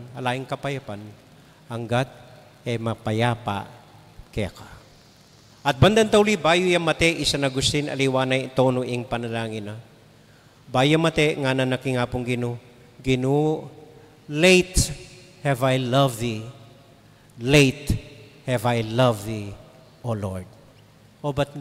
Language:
Pampanga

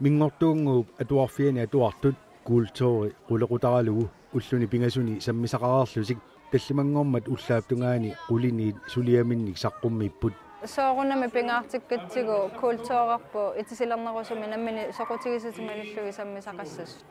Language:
Kalaallisut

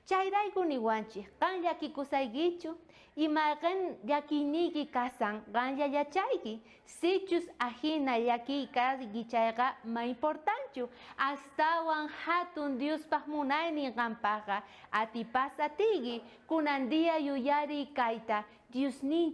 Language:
South Bolivian Quechua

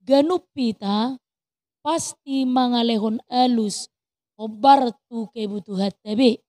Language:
Batak Toba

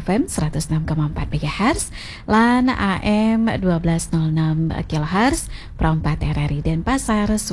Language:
Balinese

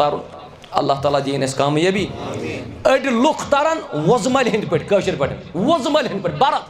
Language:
Kashmiri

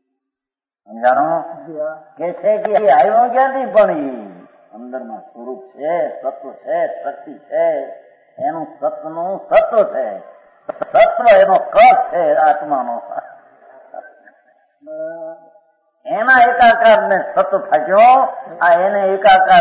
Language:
Gujarati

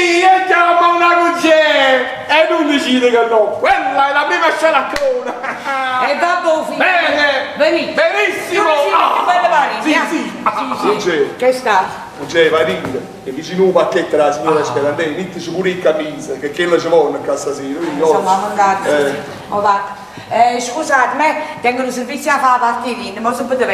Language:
Neapolitan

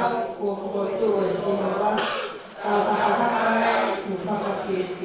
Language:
Tongan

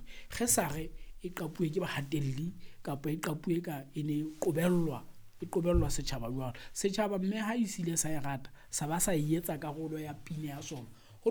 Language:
Southern Sotho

